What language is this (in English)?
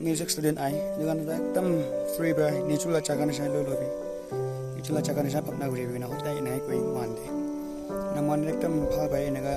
Naga Pidgin